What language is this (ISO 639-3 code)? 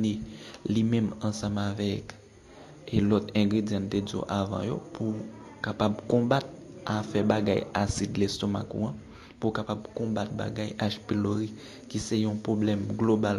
hat